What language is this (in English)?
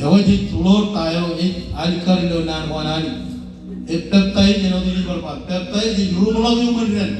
Marshallese